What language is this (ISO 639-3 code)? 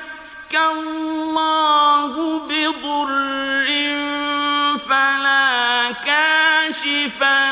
ara